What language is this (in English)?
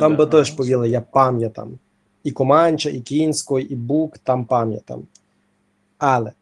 Rusyn